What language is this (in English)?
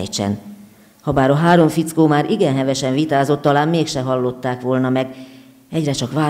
Hungarian